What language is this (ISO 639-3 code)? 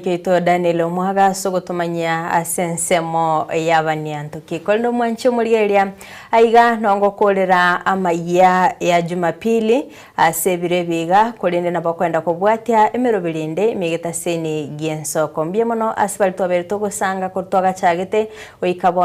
guz